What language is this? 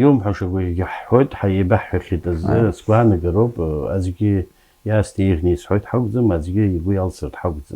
Abkhazian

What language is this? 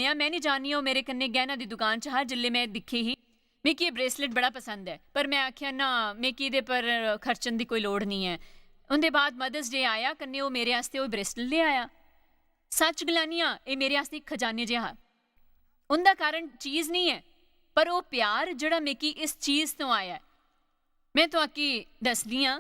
Dogri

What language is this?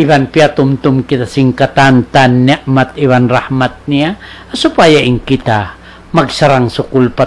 Tausug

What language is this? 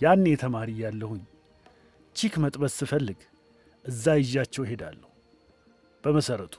Amharic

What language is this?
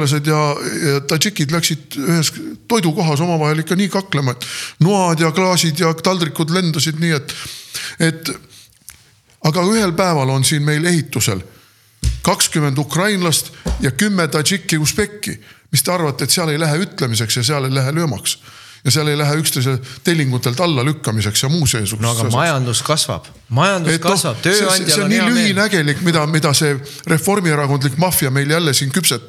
Estonian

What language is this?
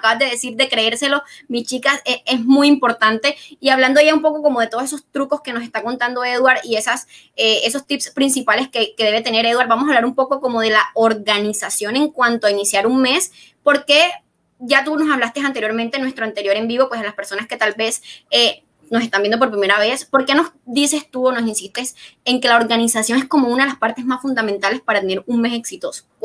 Spanish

